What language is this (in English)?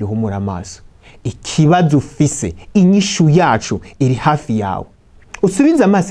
Rundi